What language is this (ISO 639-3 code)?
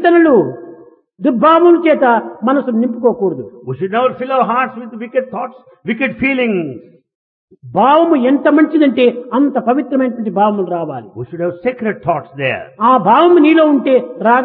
tel